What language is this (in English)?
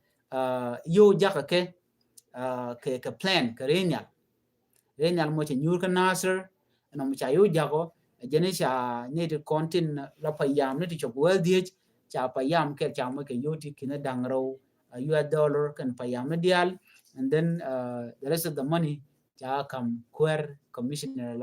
Nuer